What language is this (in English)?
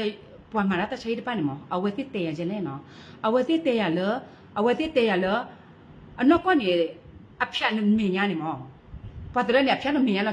S'gaw Karen